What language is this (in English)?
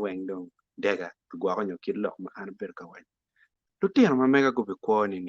Acoli